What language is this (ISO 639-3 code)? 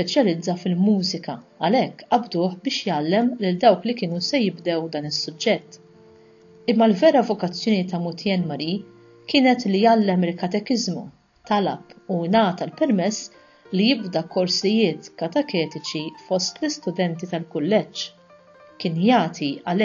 mlt